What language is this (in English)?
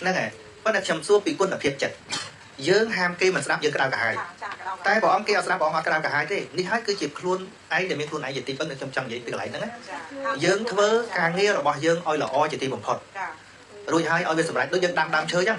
Khmer